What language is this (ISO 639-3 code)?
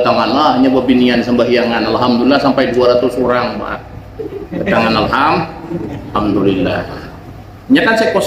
bjn